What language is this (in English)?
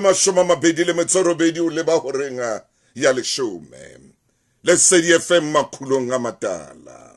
Southern Sotho